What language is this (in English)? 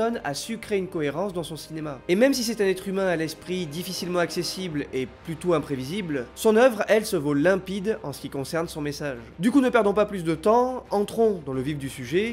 French